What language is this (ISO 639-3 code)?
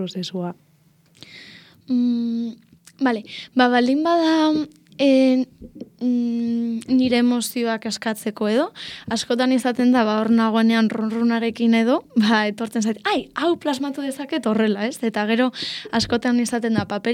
eus